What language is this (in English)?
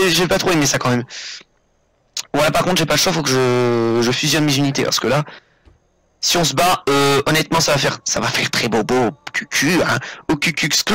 French